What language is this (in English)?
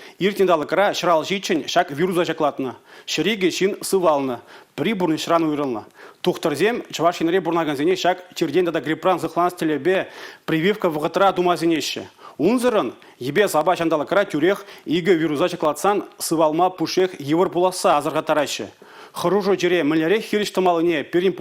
Chuvash